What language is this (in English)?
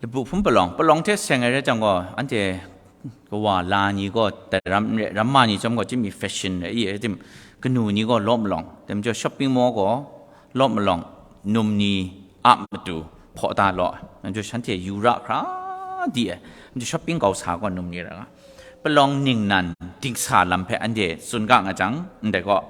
Kachin